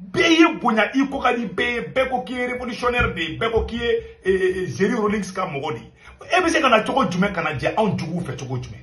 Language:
Bambara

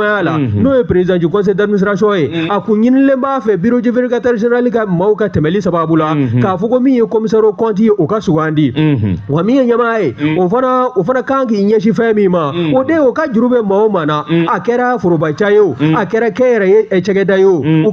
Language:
Bambara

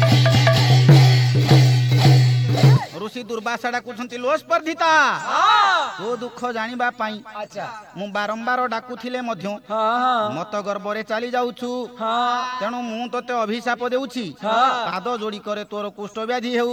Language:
Odia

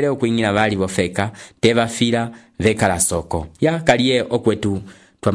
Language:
Umbundu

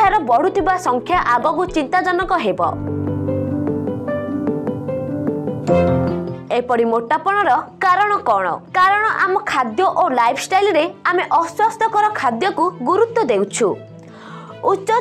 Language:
Odia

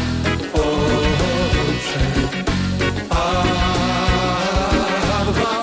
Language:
Polish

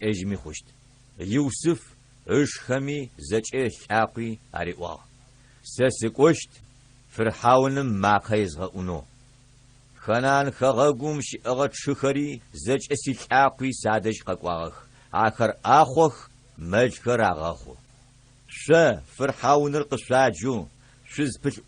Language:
Adyghe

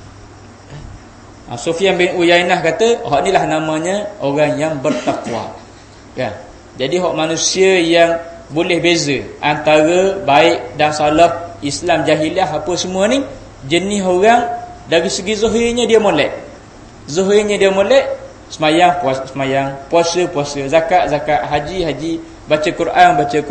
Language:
Malay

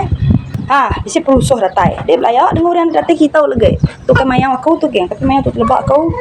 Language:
Iban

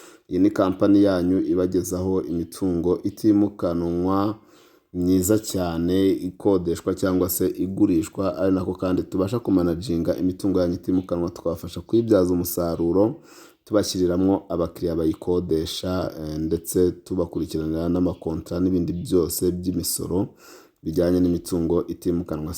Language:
Kinyarwanda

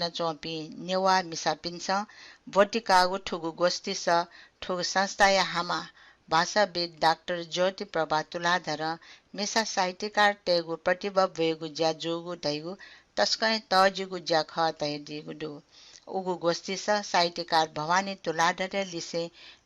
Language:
Newari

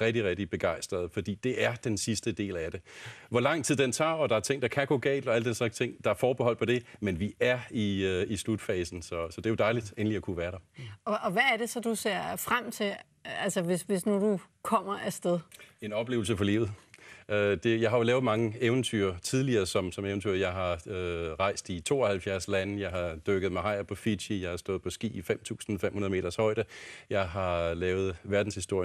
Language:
Danish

